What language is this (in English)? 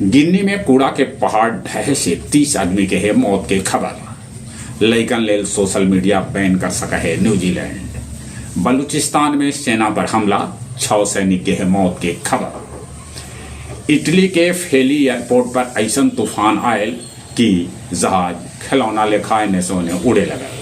Magahi